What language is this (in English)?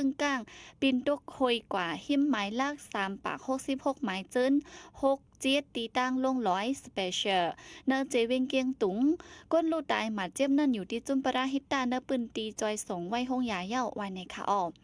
Shan